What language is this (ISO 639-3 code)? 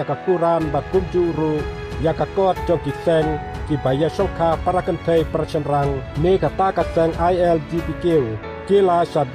kha